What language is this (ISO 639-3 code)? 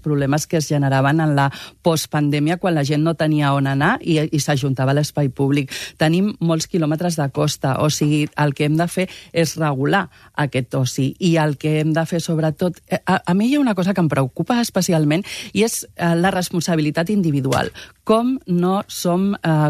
cat